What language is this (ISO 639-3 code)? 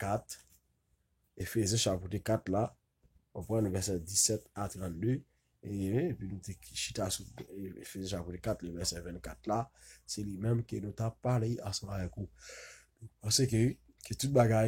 hat